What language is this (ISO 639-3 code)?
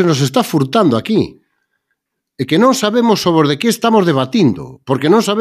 glg